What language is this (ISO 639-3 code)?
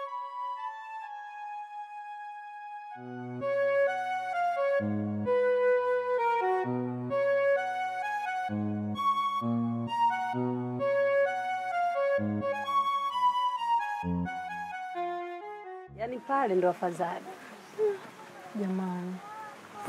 swa